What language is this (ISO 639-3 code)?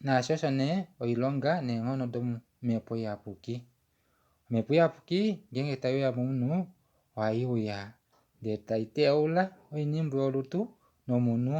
kua